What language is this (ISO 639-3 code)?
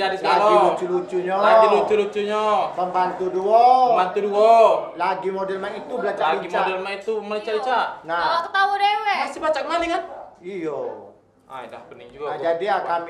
mui